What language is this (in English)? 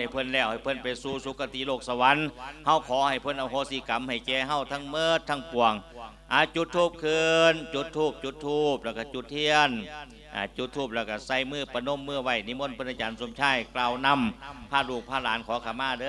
Lao